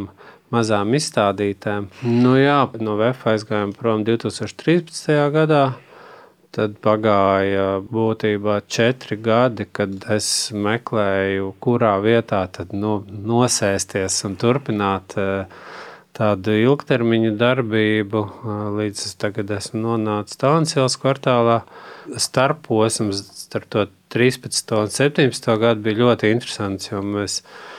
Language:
Latvian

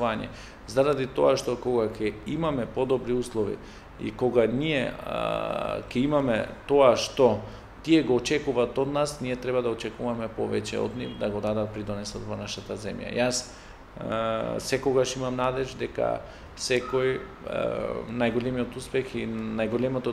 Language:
Macedonian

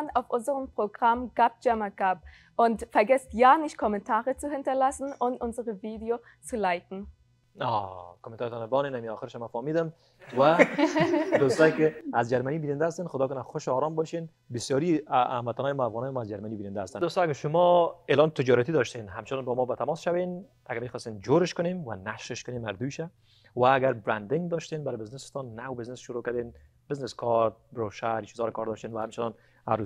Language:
Persian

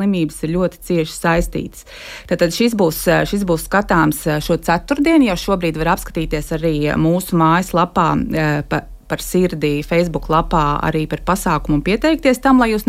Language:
Latvian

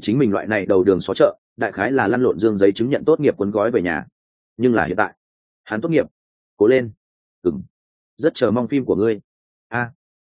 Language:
Vietnamese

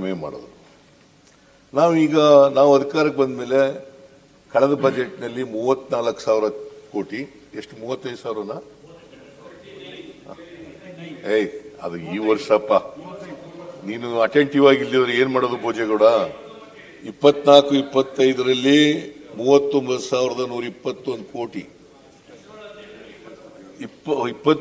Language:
Kannada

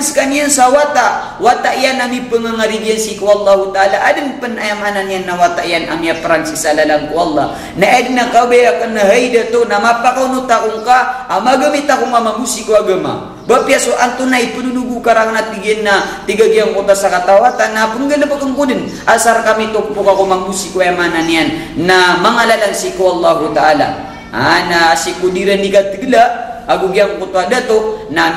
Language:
Maranao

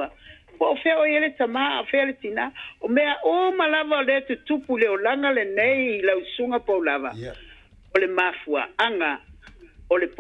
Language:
Samoan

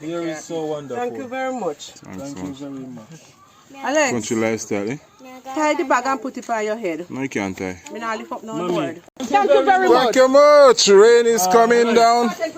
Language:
Jamaican Creole English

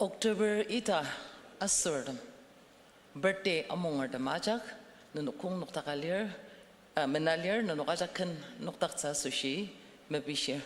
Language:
Ao Naga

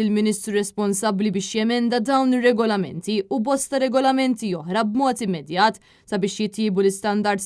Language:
Maltese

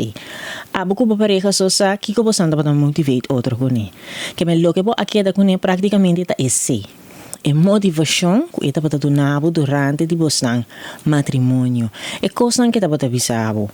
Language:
Papiamento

